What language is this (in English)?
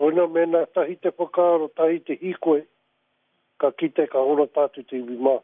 Māori